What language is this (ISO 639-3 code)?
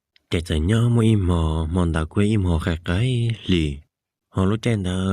hmn